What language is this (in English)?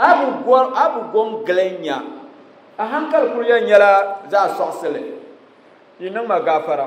Dagbani